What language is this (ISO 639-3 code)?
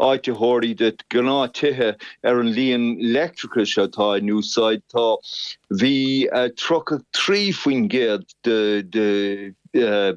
gle